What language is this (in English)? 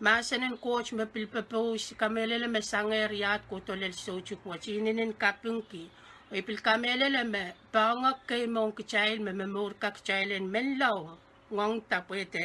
Pohnpeian